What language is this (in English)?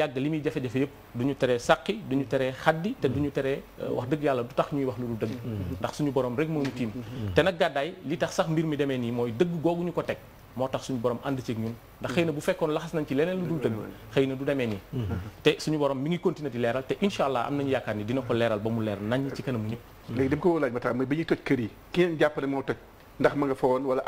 Wolof